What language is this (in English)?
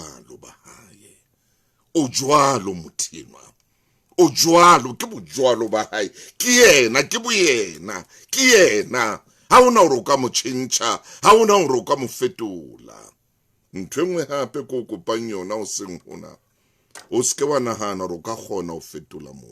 Southern Sotho